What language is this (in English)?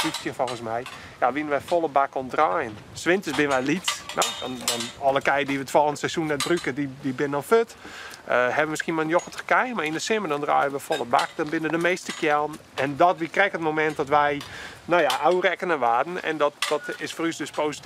Western Frisian